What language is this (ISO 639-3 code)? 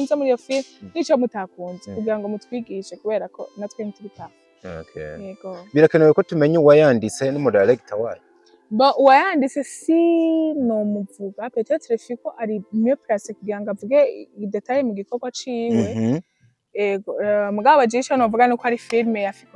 run